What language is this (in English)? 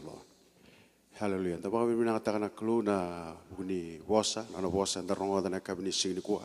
Fijian